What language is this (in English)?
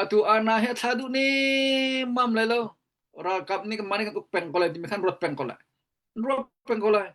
Hakha Chin